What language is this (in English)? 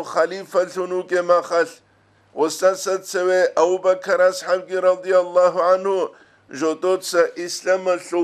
Avaric